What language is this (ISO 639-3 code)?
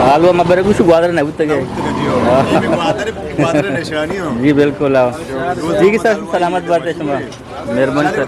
bgp